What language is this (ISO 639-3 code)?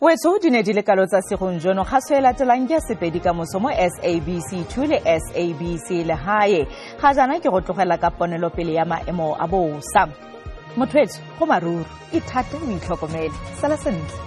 tsn